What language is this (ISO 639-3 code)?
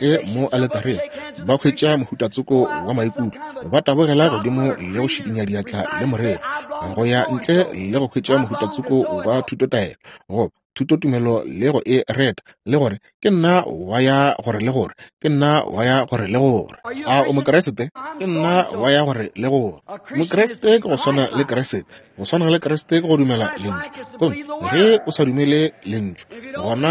nso